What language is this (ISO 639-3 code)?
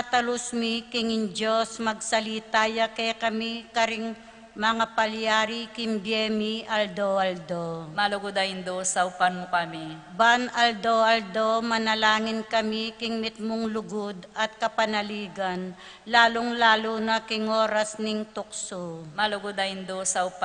pam